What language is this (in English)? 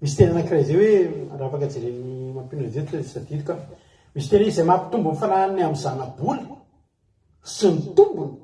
Malagasy